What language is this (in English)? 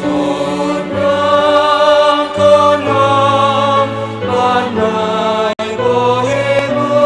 Batak Simalungun